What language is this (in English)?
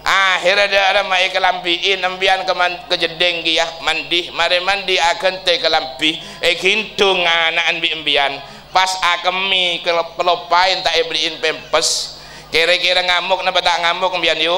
Madurese